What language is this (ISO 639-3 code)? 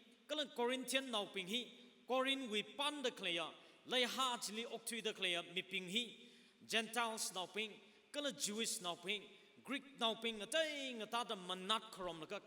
nmf